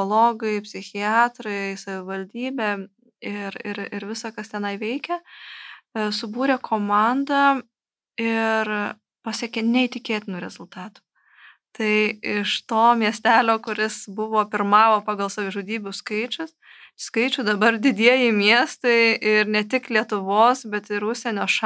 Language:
Lithuanian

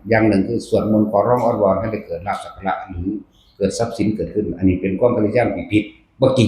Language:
Northeastern Thai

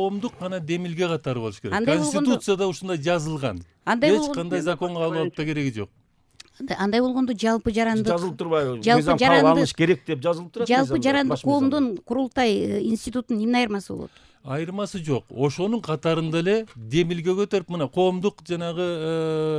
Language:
Kyrgyz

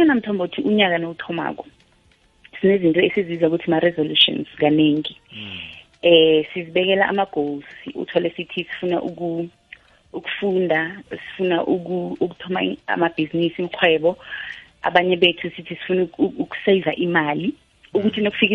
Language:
South Ndebele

